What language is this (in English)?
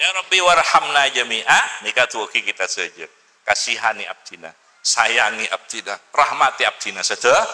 Madurese